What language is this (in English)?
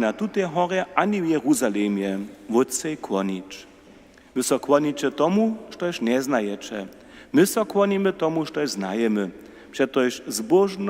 Upper Sorbian